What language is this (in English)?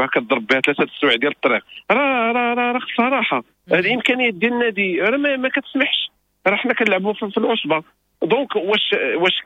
Moroccan Arabic